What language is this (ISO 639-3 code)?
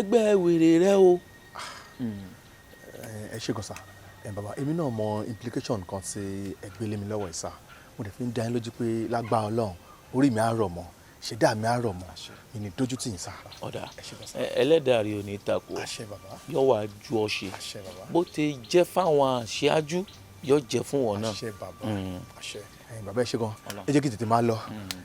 yor